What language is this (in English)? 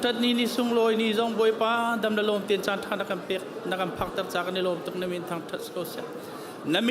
Hakha Chin